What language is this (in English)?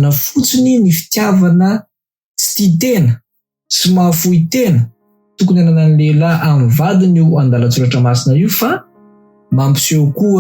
Malagasy